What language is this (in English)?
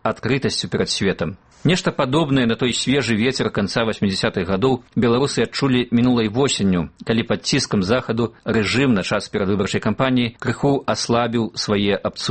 Belarusian